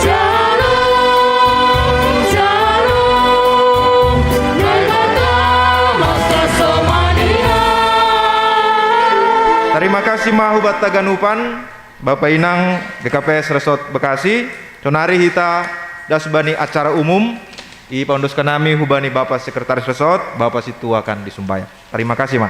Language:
Batak Simalungun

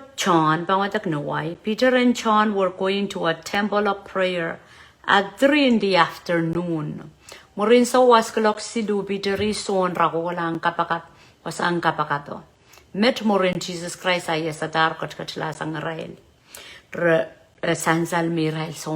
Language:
Pohnpeian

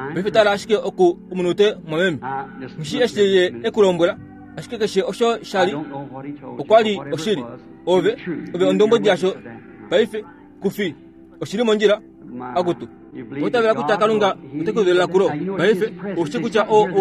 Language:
Kuanyama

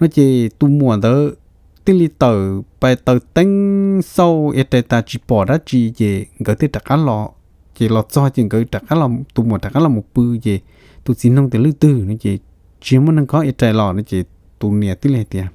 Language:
Hmong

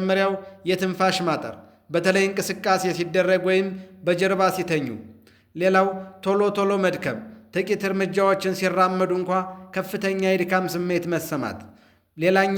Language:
Amharic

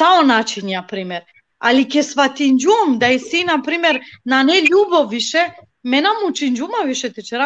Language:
Balkan Romani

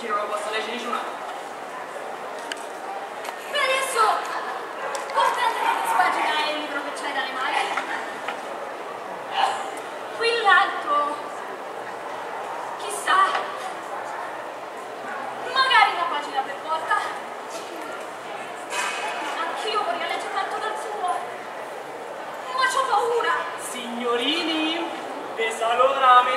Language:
Italian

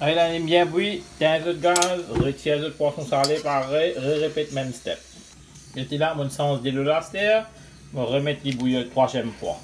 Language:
Morisyen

